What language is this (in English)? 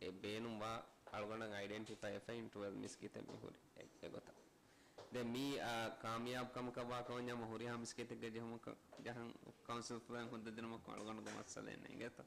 Divehi